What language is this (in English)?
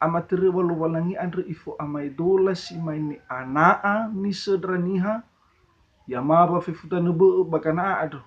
Nias